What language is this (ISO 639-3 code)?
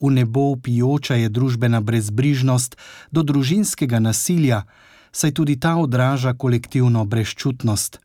slv